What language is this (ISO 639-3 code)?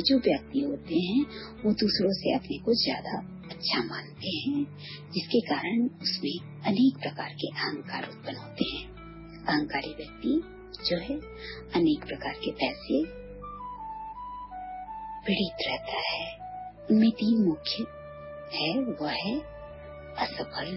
hin